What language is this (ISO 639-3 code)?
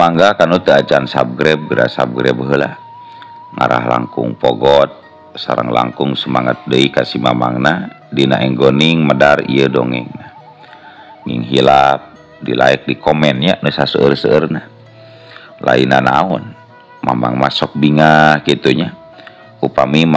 sun